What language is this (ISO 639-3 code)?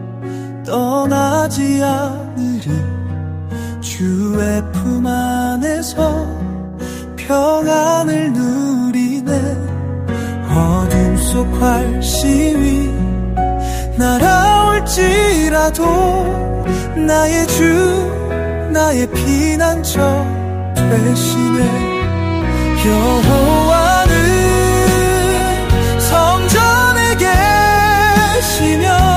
kor